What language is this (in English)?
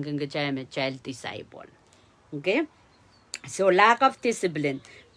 Pohnpeian